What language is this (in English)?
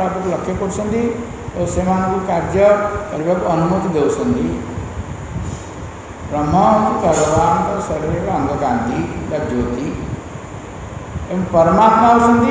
Odia